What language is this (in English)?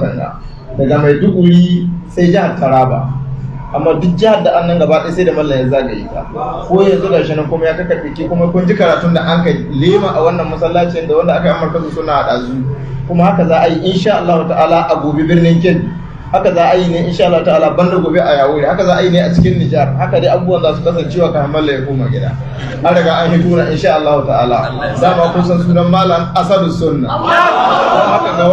Hausa